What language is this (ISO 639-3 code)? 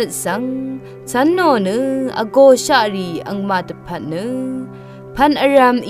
raw